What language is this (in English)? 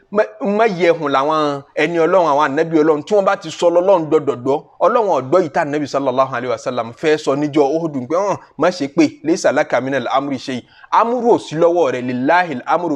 Yoruba